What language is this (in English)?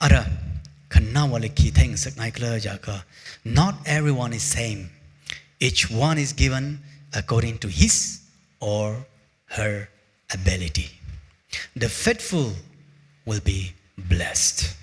Tangkhul Naga (India)